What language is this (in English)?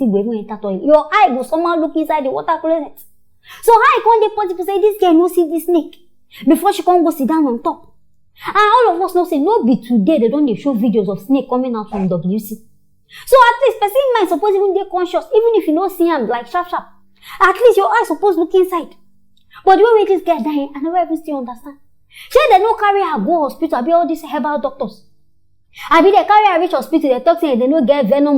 Nigerian Pidgin